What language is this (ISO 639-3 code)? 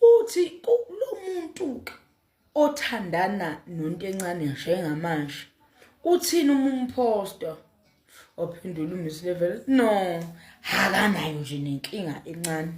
zul